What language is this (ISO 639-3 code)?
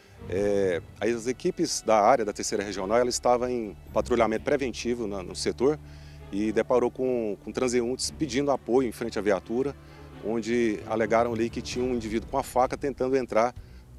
por